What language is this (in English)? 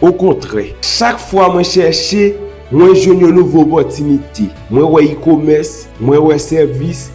Haitian Creole